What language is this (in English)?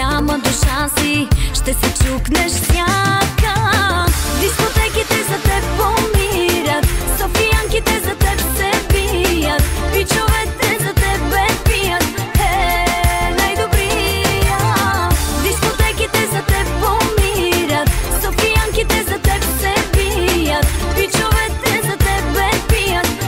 Bulgarian